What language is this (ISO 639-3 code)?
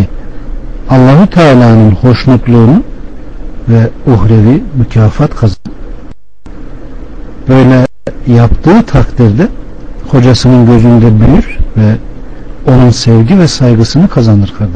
tur